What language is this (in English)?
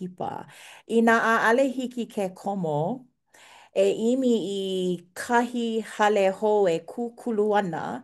Hawaiian